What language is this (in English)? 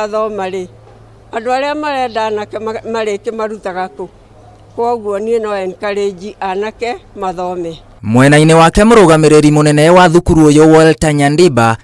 Kikuyu